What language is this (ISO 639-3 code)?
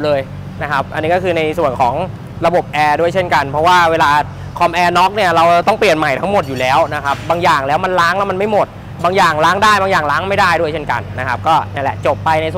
tha